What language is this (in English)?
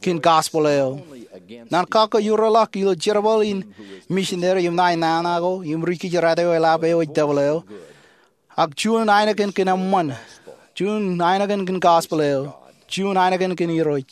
Marshallese